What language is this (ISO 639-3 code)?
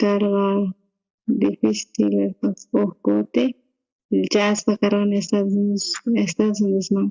quh